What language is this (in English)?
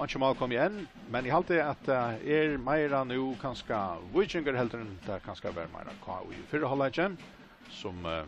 Faroese